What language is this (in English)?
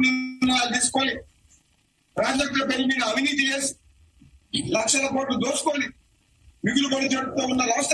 Telugu